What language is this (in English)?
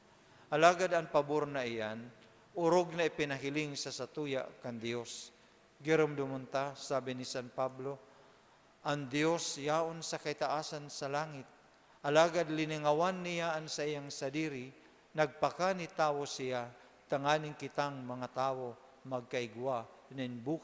Bikol